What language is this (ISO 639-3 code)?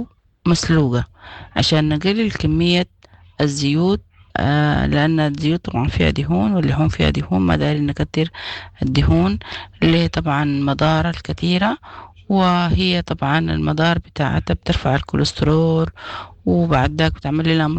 apd